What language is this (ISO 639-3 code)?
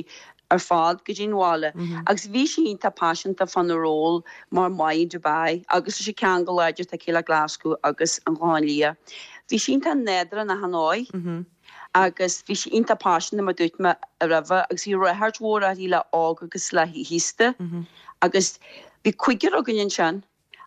gle